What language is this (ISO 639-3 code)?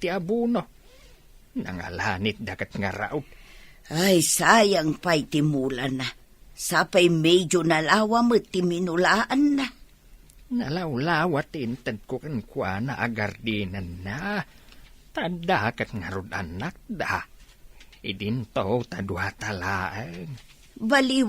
ilo